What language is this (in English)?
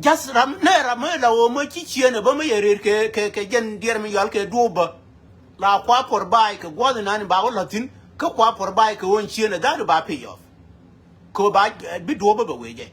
Nuer